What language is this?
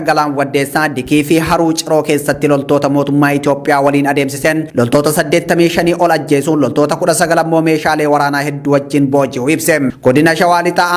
Oromo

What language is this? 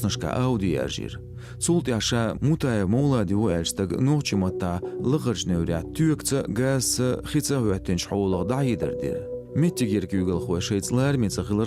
Chechen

